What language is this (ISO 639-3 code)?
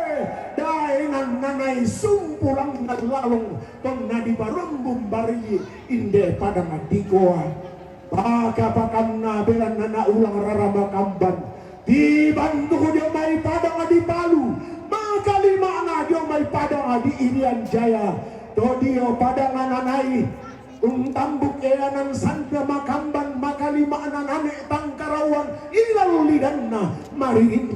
sda